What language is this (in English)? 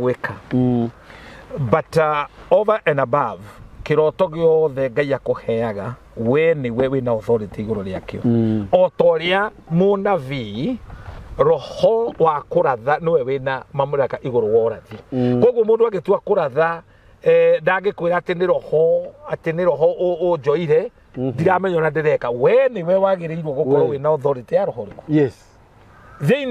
Kikuyu